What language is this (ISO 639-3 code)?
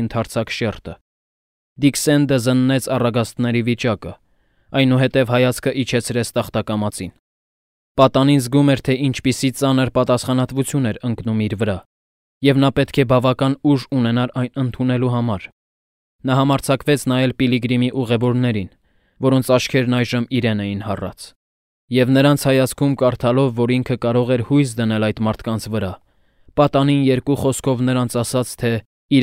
hye